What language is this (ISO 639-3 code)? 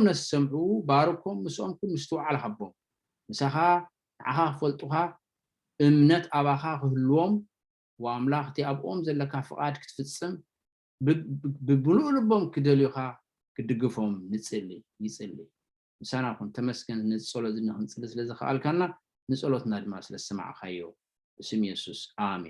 tir